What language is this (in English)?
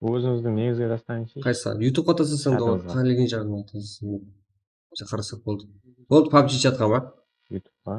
Kara-Kalpak